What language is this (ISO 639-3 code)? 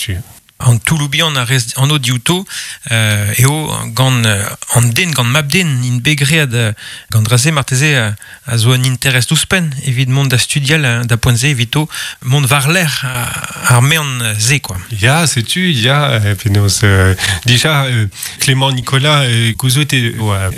bre